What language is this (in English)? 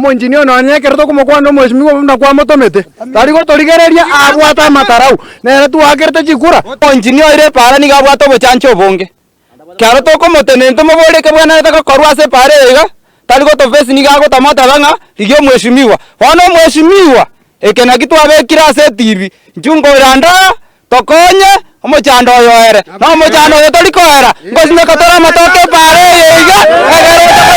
Gusii